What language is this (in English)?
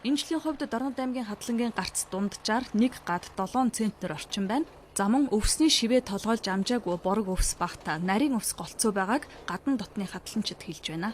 Mongolian